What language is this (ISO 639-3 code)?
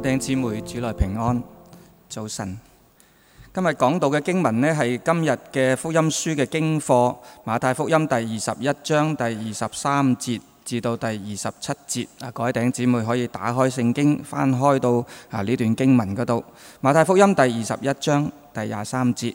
yue